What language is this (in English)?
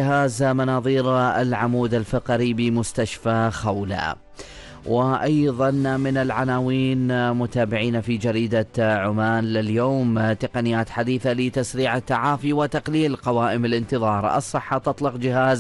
Arabic